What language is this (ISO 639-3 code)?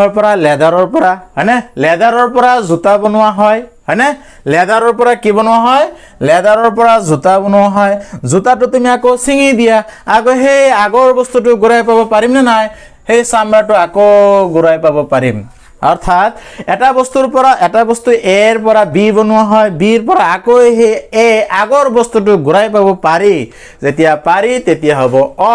asm